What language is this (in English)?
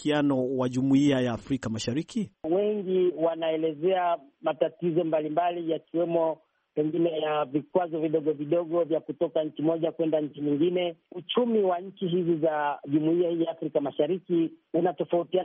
Swahili